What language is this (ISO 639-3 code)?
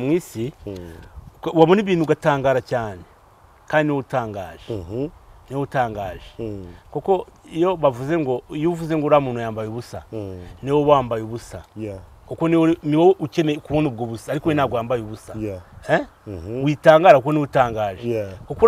kin